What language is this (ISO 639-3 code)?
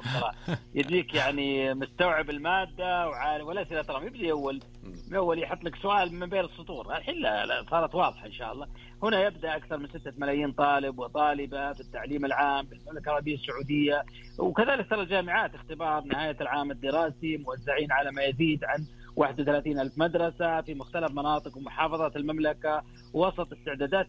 ars